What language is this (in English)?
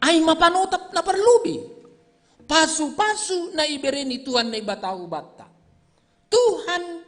Batak Simalungun